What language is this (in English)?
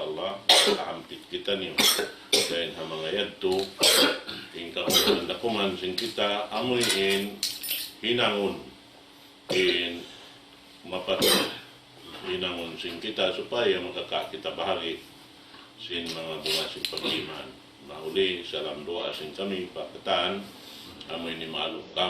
Tausug